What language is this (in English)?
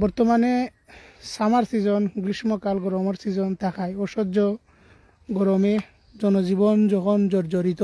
Sylheti